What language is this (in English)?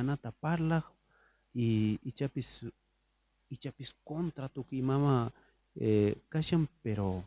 South Bolivian Quechua